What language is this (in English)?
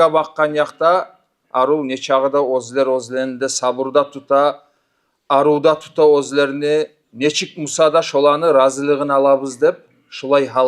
Kumyk